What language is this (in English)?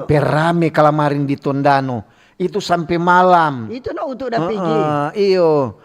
Manado Malay